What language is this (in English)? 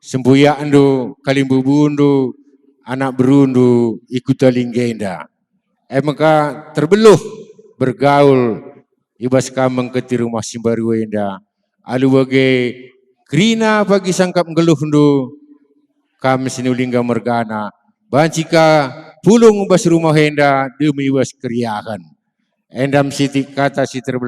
Batak Karo